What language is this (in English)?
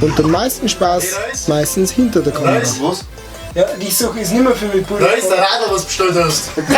Bavarian